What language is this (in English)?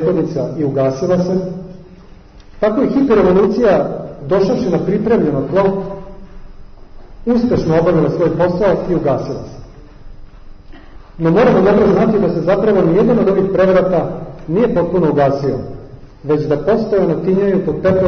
Serbian